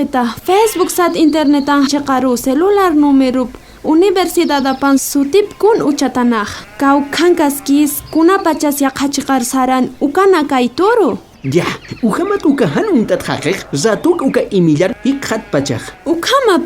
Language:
Aymara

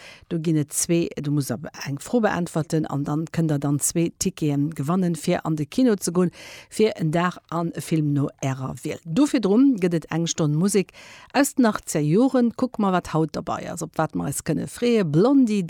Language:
Luxembourgish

